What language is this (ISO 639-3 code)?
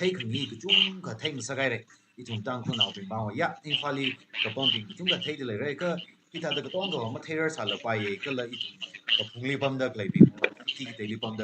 nmf